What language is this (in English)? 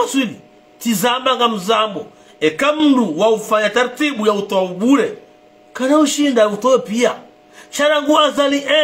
Ngazidja Comorian